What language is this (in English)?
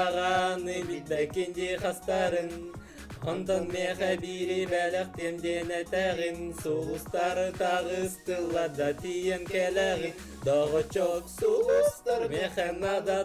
Yakut